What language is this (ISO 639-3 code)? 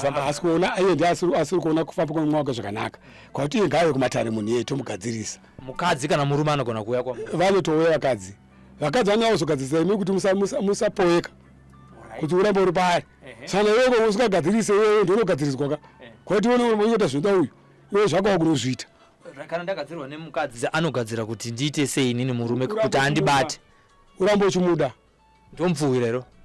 sna